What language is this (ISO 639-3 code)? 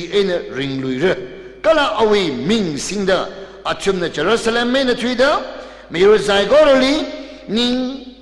nmf